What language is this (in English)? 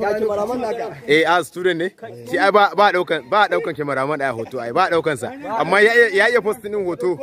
Hausa